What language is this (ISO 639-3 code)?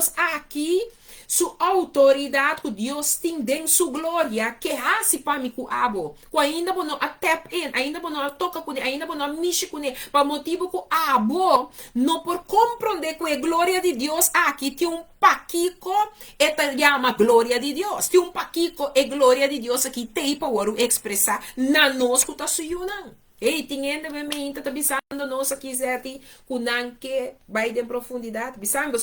pap